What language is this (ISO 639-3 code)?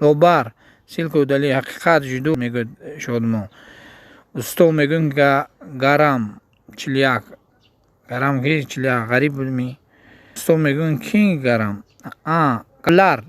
tgk